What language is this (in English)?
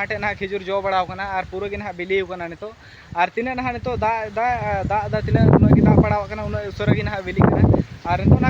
Santali